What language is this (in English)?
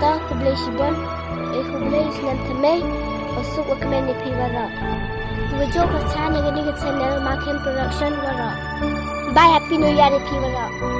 Khasi